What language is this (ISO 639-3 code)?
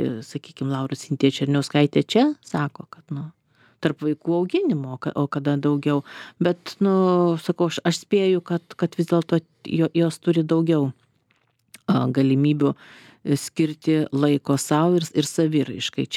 lit